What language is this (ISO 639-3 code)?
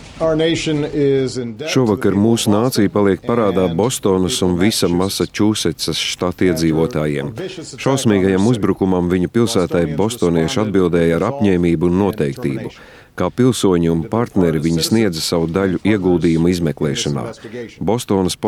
lav